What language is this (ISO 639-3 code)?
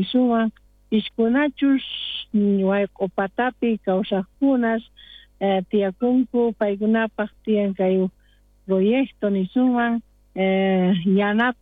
quh